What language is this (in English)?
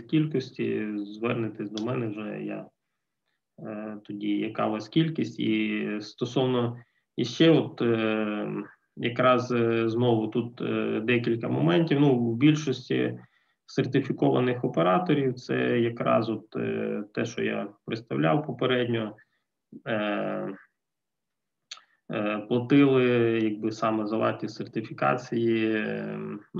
Ukrainian